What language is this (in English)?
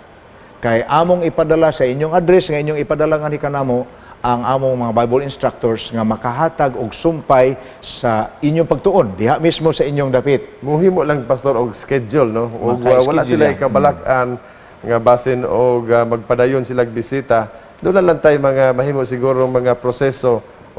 Cebuano